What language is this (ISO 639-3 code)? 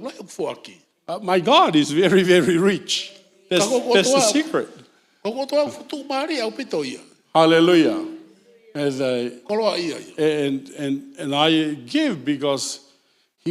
ton